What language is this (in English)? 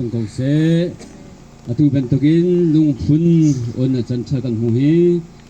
Hakha Chin